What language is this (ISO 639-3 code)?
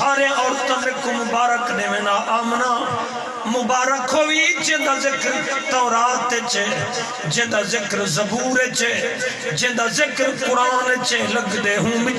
skr